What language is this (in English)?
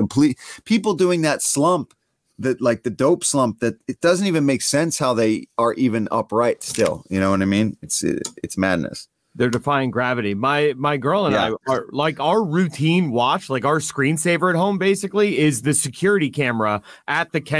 English